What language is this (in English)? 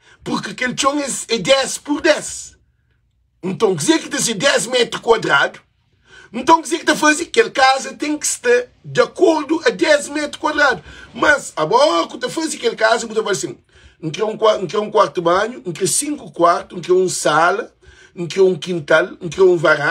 Kabuverdianu